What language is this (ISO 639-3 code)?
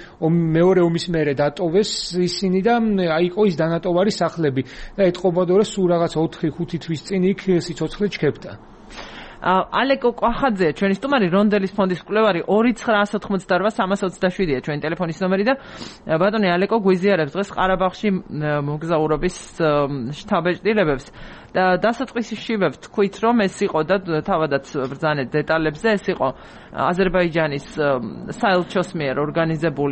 kat